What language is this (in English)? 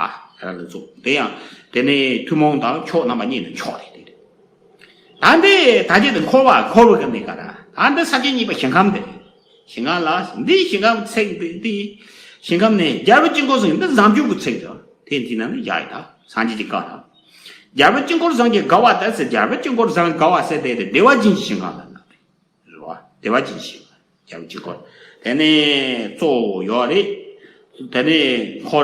Tibetan